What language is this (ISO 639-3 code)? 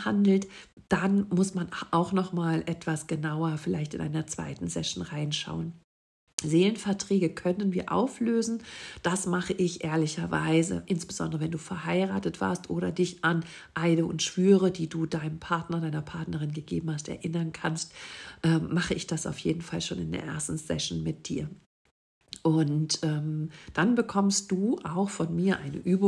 deu